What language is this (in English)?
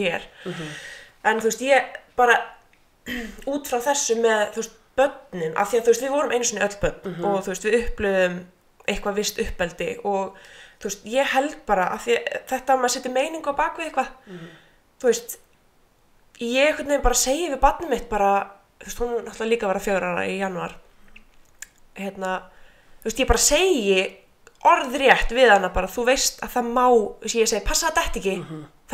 Icelandic